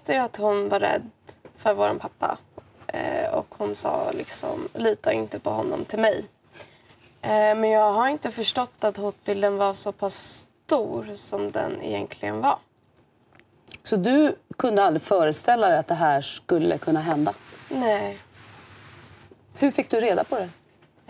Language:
Swedish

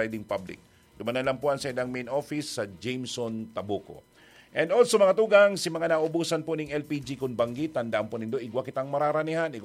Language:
Bikol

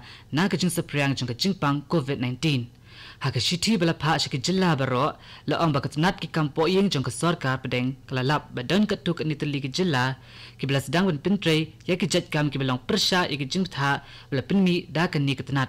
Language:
Khasi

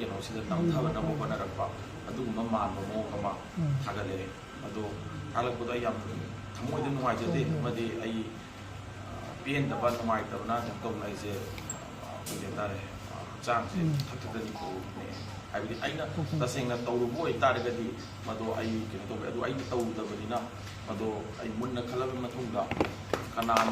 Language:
Manipuri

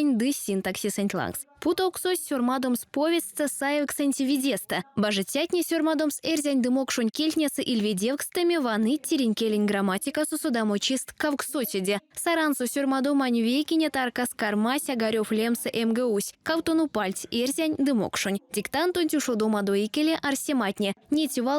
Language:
Erzya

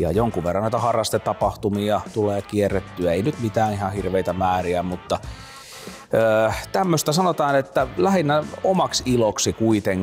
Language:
Finnish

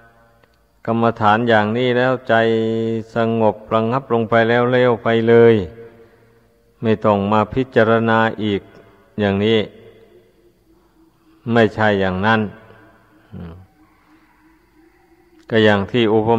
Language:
Thai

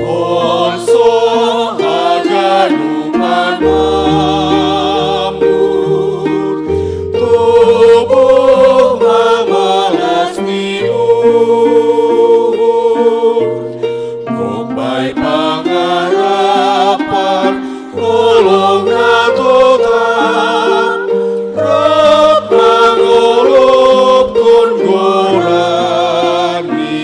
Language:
Batak Simalungun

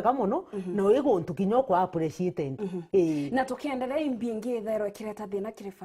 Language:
Meru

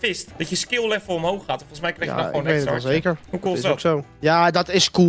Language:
Dutch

